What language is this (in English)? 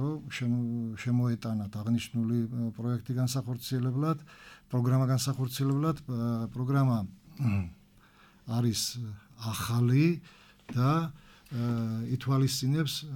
Georgian